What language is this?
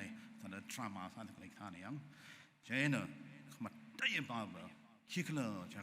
Tangkhul Naga (India)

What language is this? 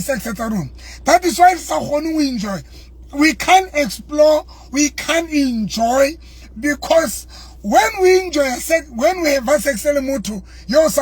Southern Sotho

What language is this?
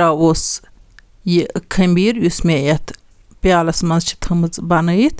Kashmiri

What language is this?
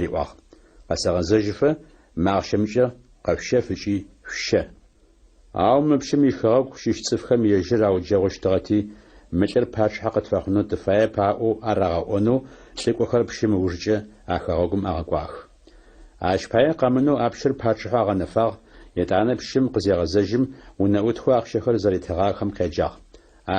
Adyghe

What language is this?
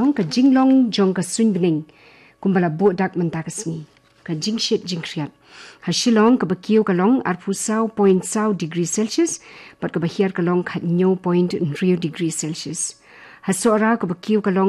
Khasi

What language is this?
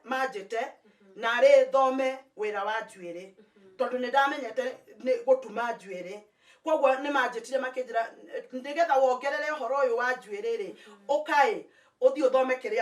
Kikuyu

